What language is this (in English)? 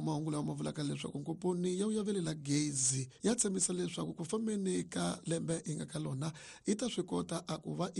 Tsonga